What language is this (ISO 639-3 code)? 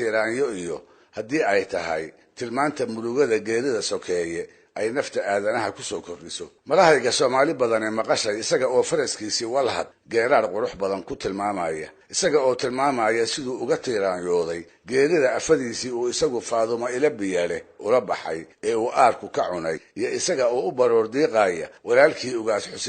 som